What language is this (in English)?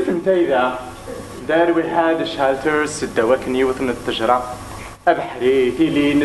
Kabyle